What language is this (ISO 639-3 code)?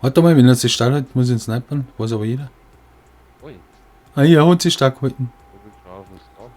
bar